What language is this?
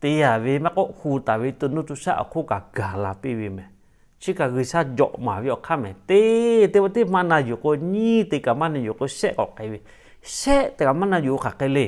Lahu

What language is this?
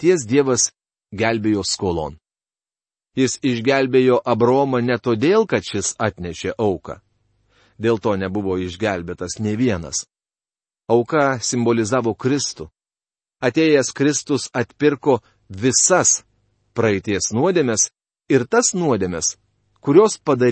Lithuanian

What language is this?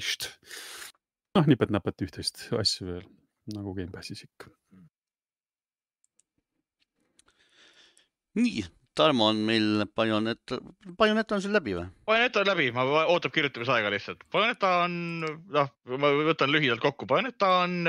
Estonian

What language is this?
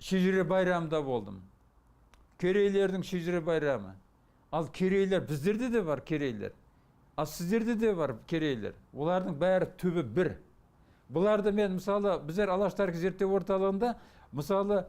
Bashkir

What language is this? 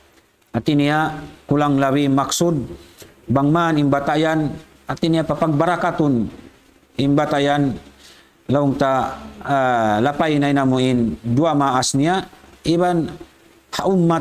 Tausug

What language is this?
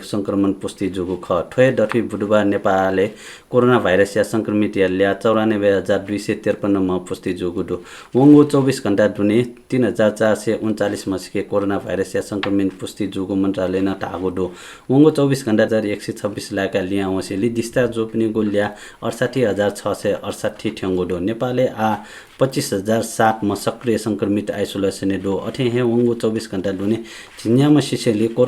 Newari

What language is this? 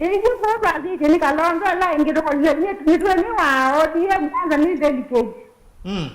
Kamba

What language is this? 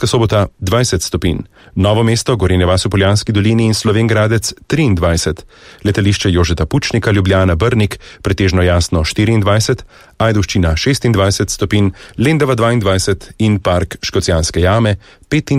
Slovenian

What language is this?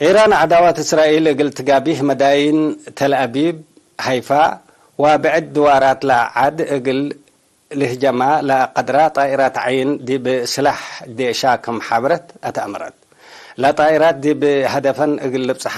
Tigre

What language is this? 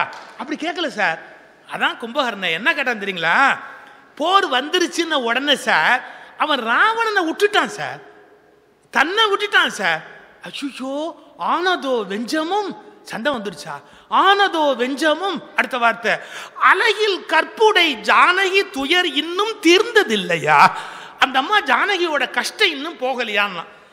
Tamil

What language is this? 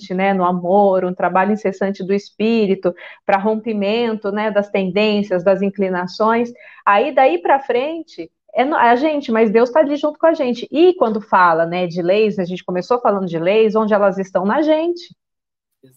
Portuguese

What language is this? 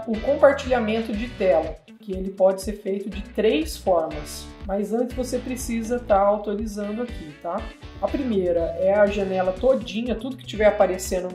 Portuguese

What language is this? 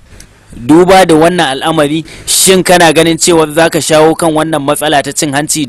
Hausa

